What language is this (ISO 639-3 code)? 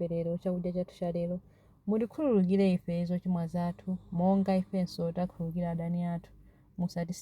nya